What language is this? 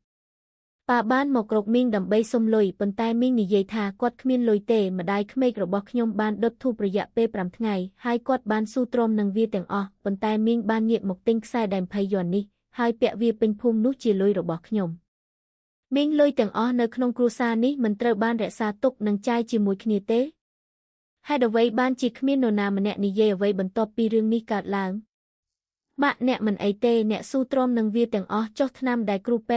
Khmer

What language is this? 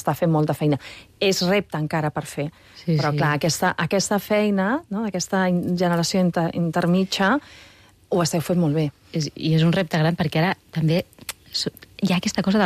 Catalan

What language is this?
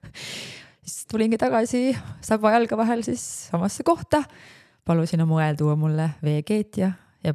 Estonian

